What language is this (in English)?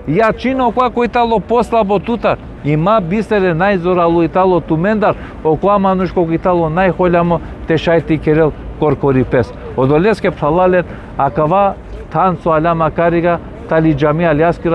Balkan Romani